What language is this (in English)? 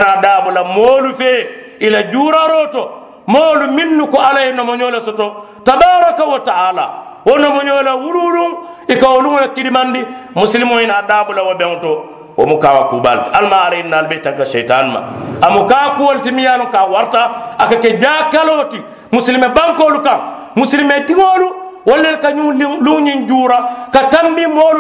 Mandingo